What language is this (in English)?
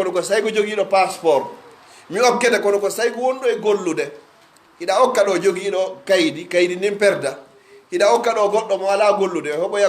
Pular